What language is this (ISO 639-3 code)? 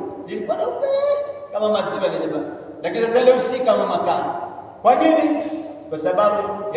swa